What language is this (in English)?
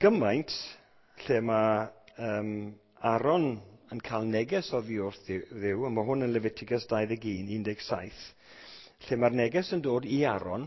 Welsh